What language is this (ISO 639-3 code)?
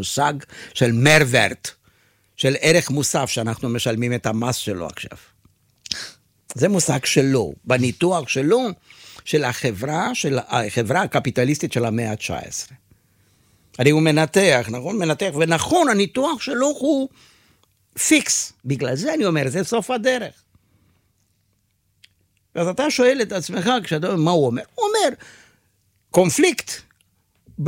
heb